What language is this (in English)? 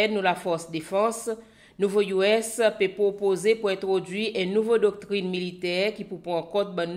Seselwa Creole French